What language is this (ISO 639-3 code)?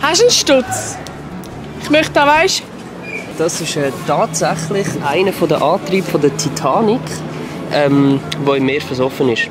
gsw